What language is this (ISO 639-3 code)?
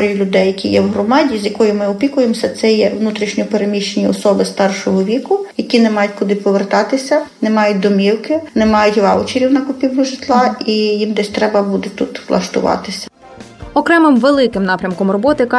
ukr